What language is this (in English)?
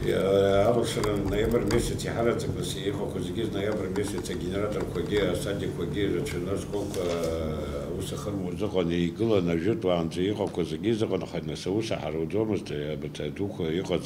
Abkhazian